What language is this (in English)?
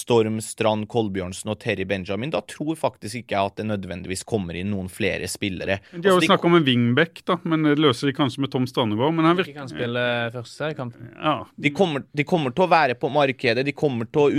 Norwegian